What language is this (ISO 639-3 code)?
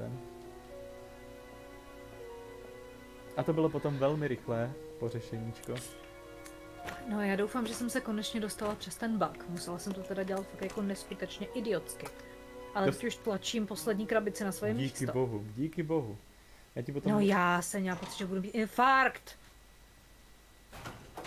ces